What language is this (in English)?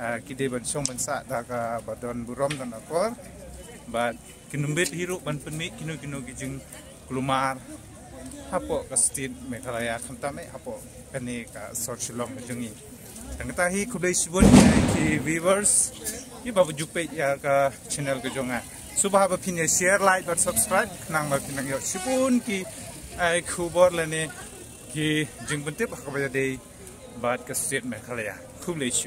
Khasi